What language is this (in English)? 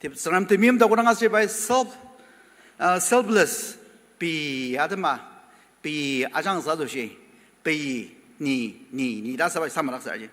Ao Naga